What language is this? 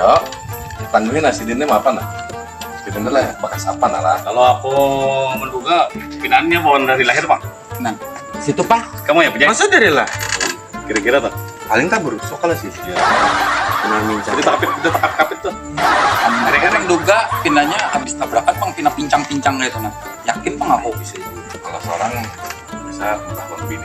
Banjar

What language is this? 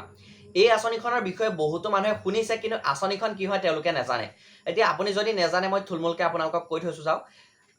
Assamese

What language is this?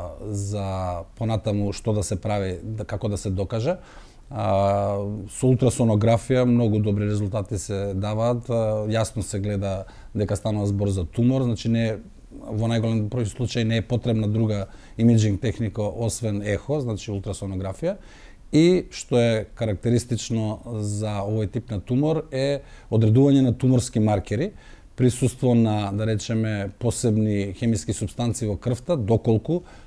Macedonian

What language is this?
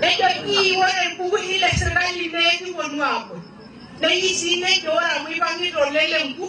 Masai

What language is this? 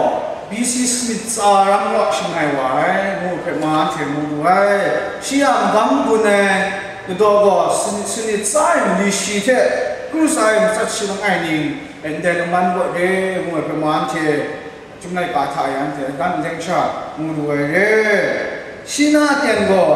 Kachin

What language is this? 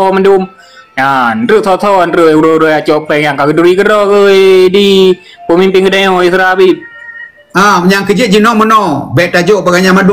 Achinese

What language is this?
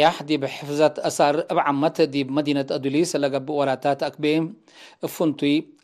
Tigre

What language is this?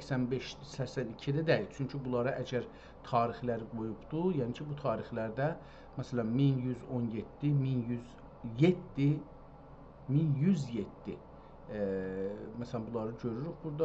South Azerbaijani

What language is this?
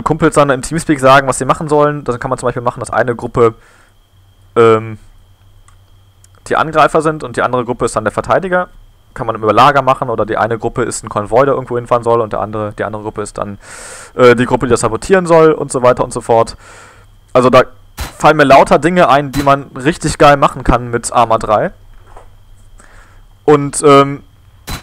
German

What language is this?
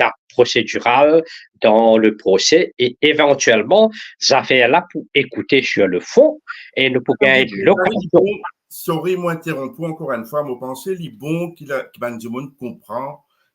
Morisyen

